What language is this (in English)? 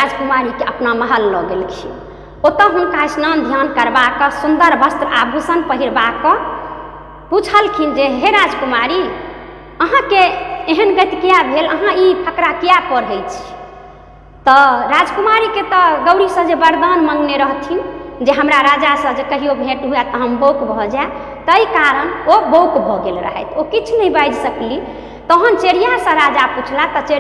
Maithili